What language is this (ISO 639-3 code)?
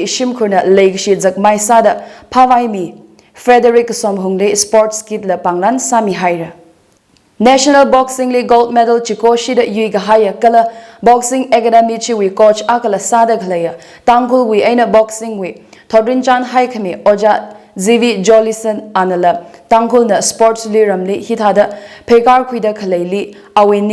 nmf